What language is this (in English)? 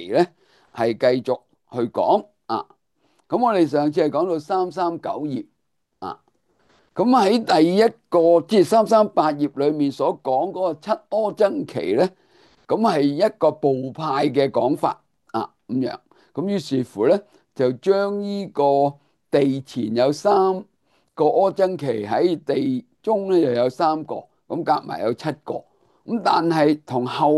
Cantonese